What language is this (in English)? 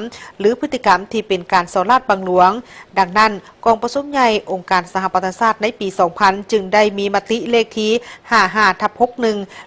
Lao